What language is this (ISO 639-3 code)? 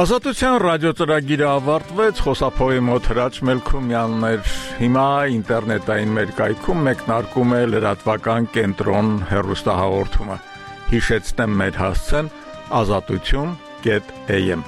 hye